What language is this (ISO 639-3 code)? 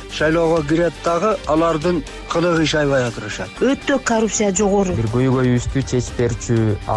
kir